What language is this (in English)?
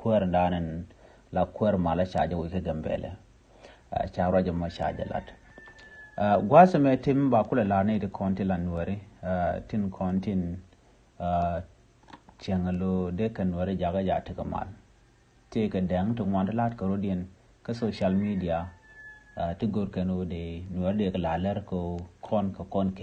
Nuer